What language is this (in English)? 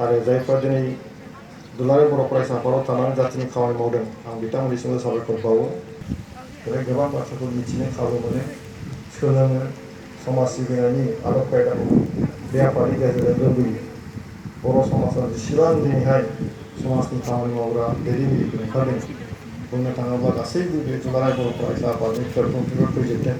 Bodo